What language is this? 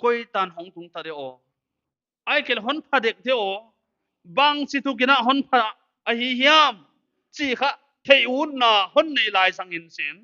Paite Chin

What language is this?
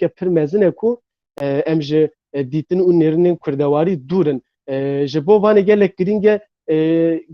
Kurdish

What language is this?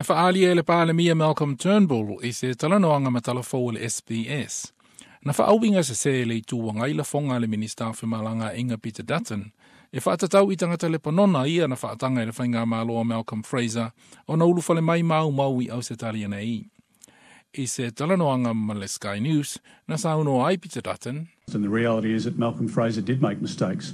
Samoan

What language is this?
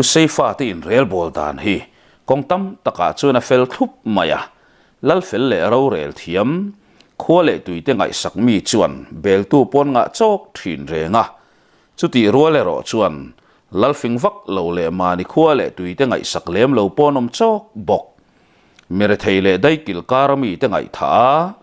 Mizo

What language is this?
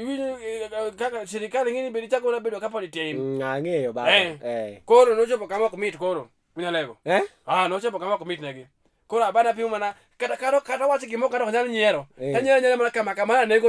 Luo (Kenya and Tanzania)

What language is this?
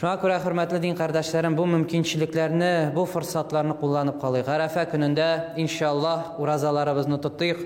Tatar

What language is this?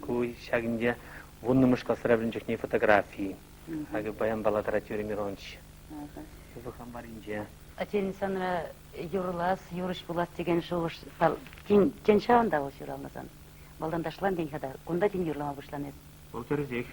Chuvash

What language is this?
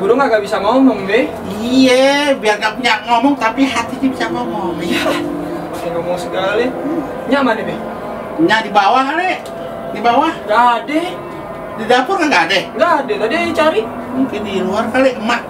Betawi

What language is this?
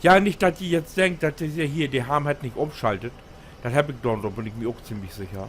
Low German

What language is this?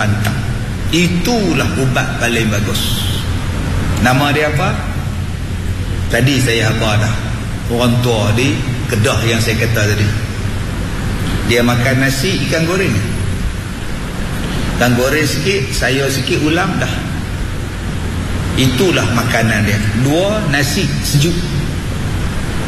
Malay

